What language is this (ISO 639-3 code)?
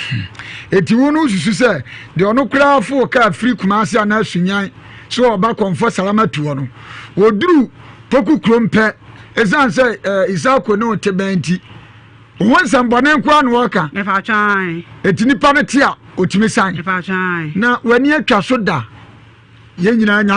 aka